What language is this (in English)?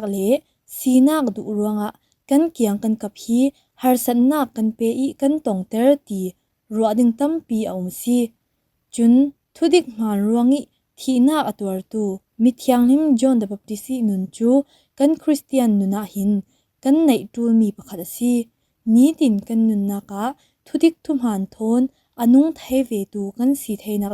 Falam Chin